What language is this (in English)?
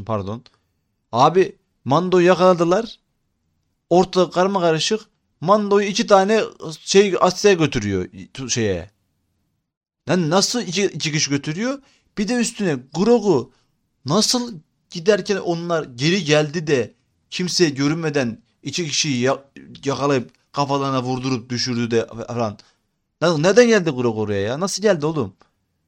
Turkish